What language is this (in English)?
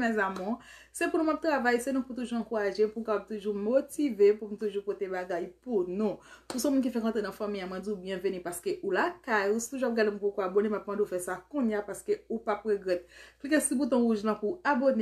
Haitian Creole